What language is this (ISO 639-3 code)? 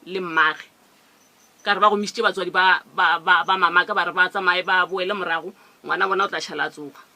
nso